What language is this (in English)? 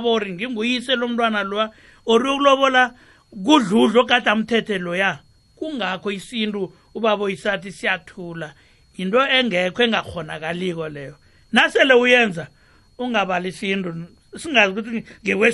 South Ndebele